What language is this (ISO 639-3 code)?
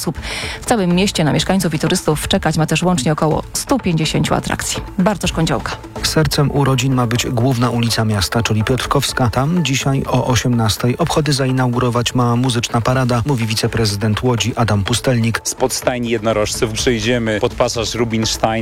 pol